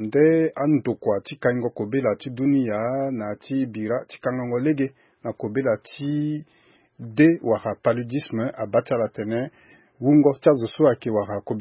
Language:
Sango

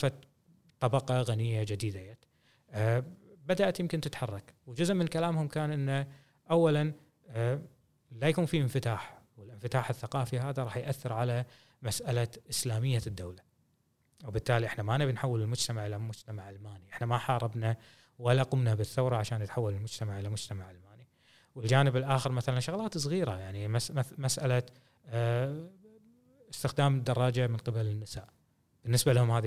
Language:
Gulf Arabic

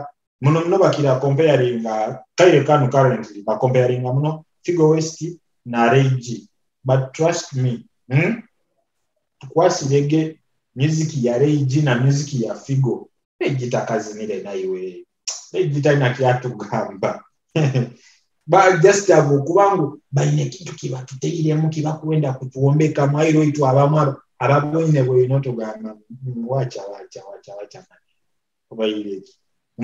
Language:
Nyoro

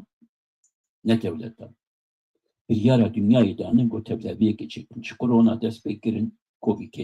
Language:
Kurdish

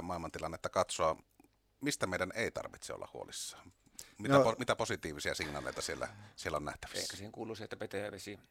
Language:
Finnish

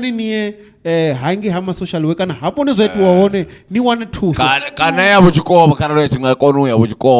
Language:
Venda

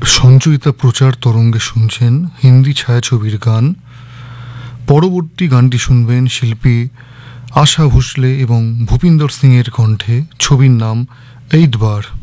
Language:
Bangla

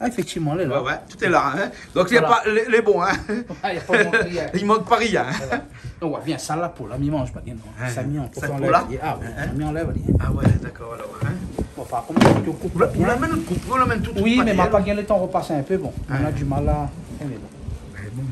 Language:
Réunion Creole French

